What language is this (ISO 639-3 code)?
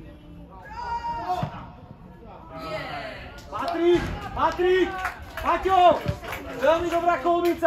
slk